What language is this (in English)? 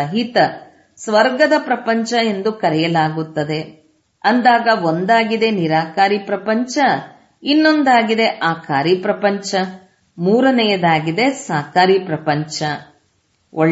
Kannada